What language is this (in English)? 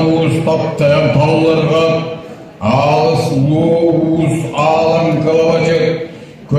Yakut